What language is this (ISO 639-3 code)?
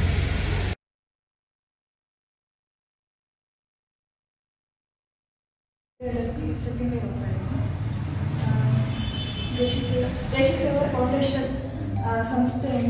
kan